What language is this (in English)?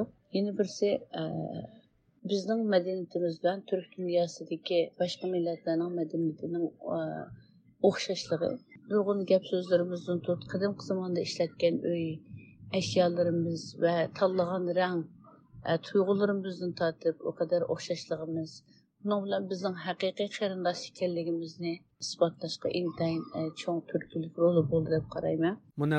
Uyghur